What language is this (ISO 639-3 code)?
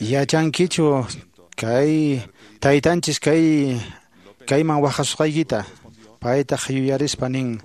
que